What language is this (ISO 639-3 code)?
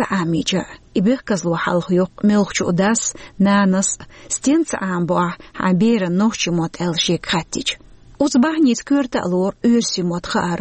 che